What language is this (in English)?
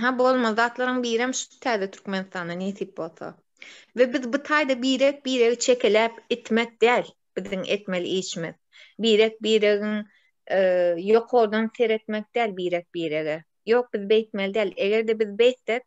Turkmen